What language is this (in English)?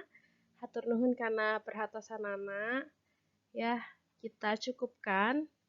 Sundanese